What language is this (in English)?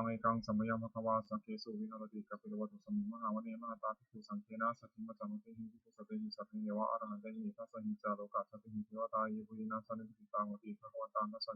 Pali